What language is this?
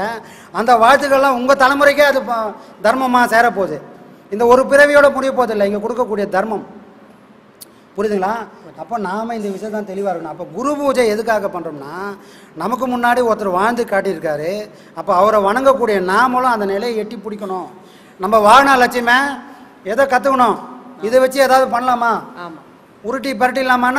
Tamil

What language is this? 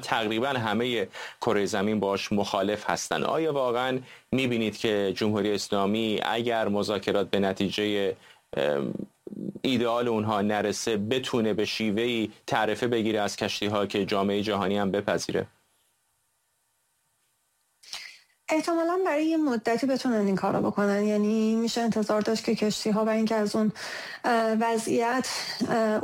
Persian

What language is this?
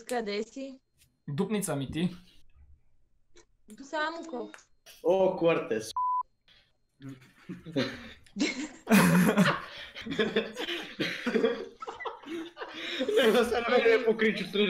Bulgarian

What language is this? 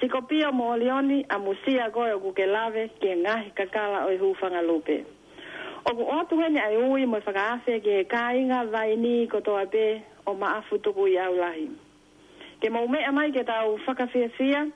Tongan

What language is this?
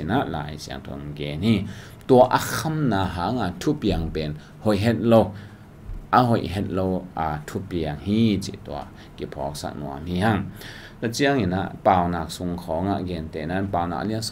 Tedim Chin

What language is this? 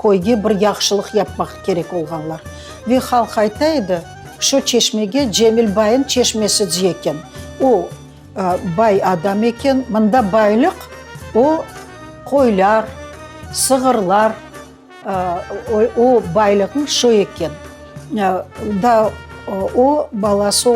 Crimean Tatar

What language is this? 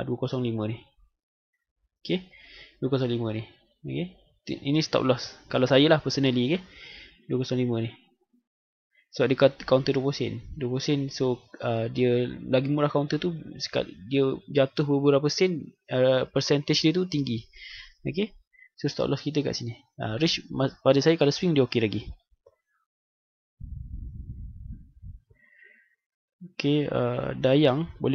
Malay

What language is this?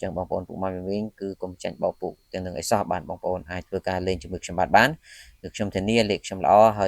Khmer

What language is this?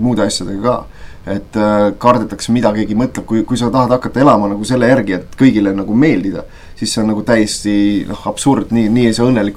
Estonian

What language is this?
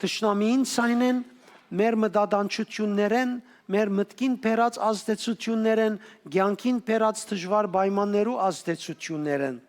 Western Armenian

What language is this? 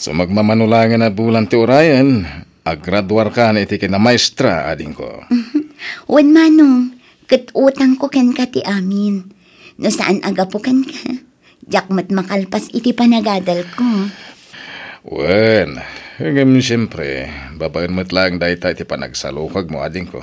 Iloko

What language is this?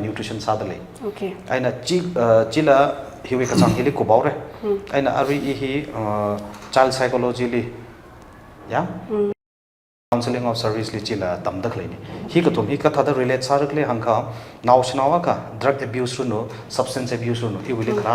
Tangkhul Naga (India)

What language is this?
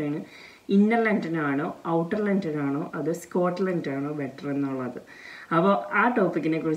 Malayalam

